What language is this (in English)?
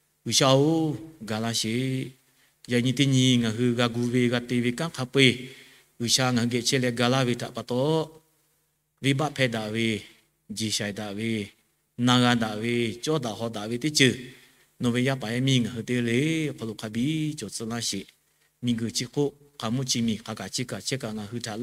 Lahu